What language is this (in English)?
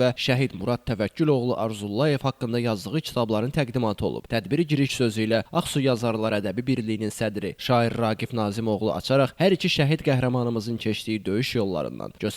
Azerbaijani